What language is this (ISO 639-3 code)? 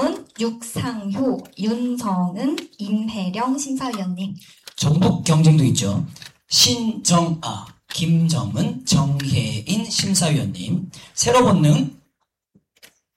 kor